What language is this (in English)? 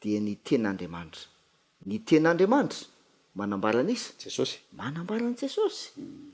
Malagasy